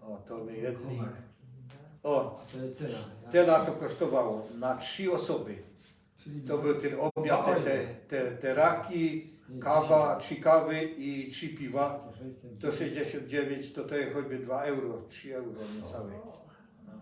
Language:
Silesian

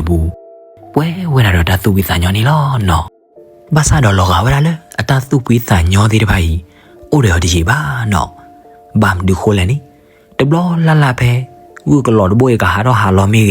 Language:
S'gaw Karen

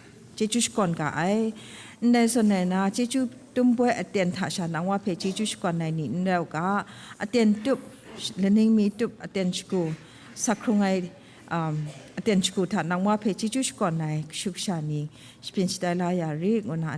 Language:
Kachin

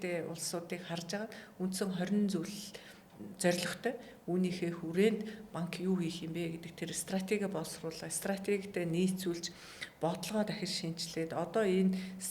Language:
Mongolian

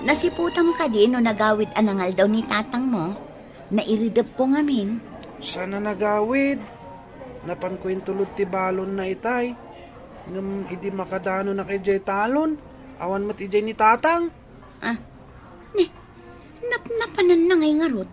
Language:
Iloko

